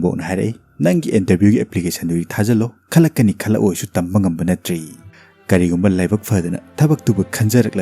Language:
Manipuri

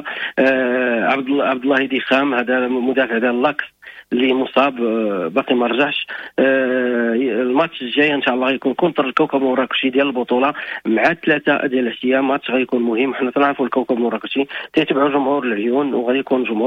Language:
Moroccan Arabic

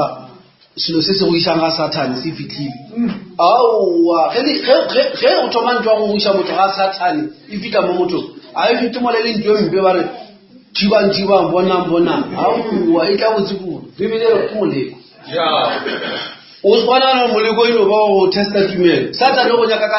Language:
Northern Sotho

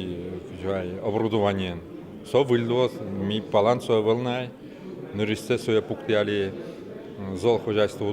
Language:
Udmurt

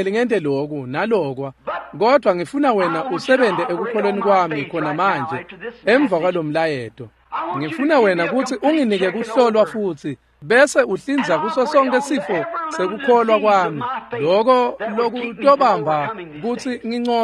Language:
Swati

